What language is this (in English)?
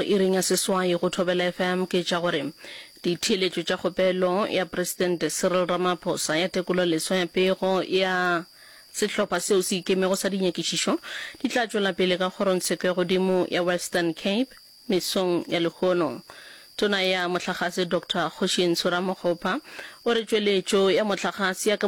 Northern Sotho